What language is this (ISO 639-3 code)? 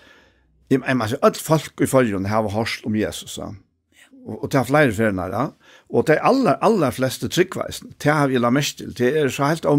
fao